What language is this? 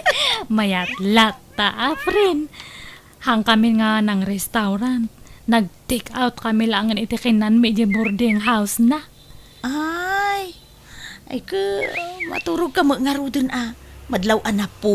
Iloko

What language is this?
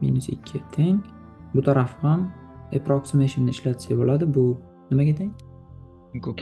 Uzbek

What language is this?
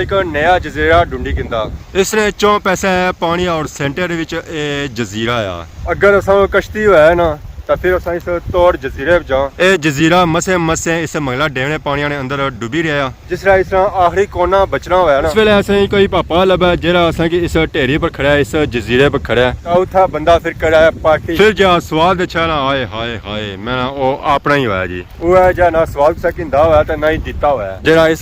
Pahari-Potwari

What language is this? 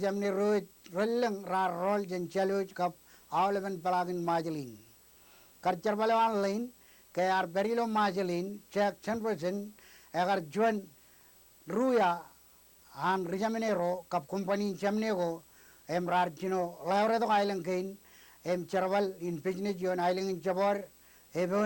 Marshallese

